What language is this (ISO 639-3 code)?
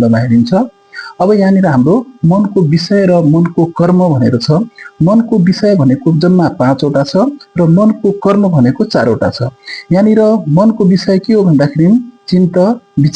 nep